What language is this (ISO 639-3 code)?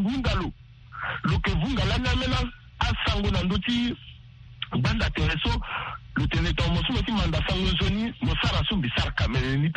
sag